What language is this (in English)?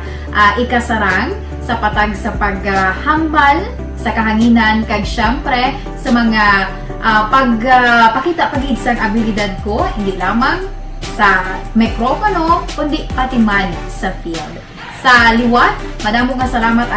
Hiligaynon